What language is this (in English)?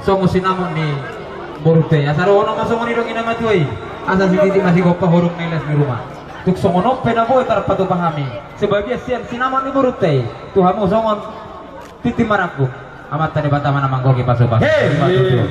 Batak Toba